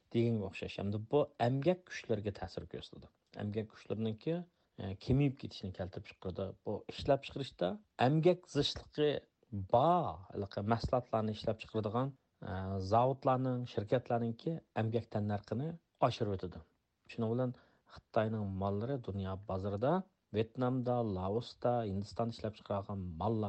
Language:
Uyghur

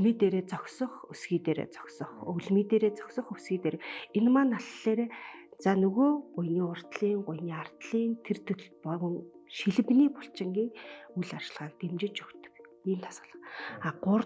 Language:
Mongolian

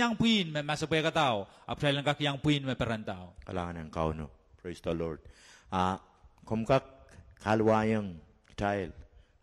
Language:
Pohnpeian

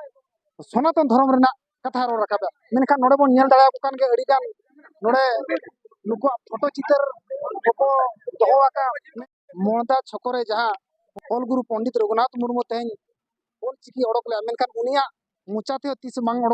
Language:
Santali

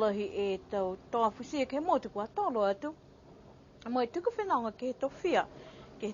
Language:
Niuean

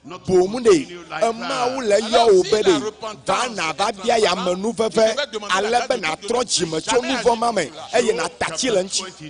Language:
Ewe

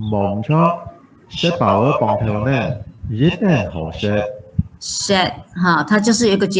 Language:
Hakka Chinese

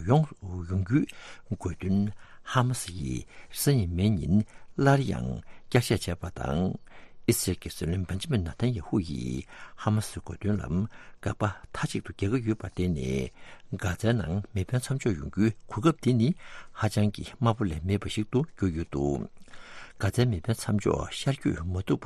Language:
Tibetan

